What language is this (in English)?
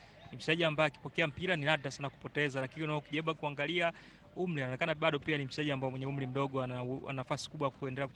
Swahili